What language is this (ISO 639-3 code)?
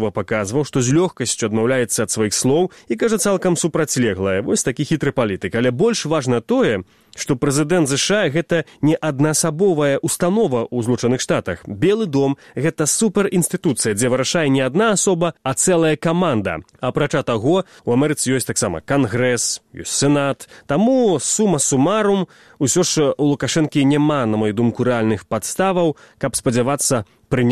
bel